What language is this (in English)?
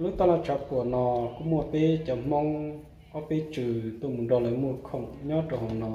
Hmong